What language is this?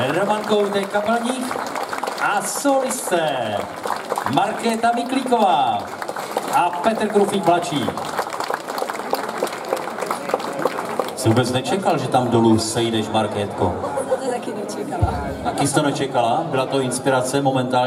Czech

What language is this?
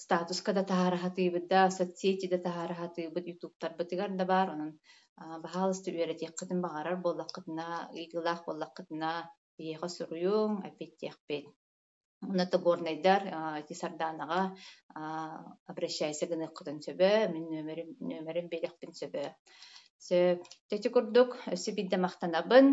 Yakut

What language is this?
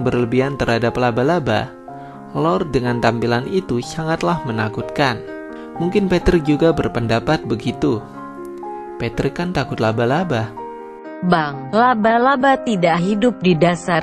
Indonesian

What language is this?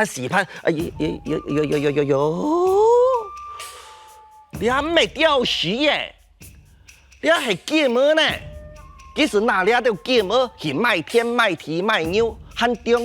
Hakka Chinese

